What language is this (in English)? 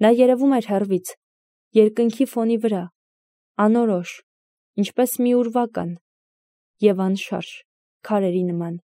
Armenian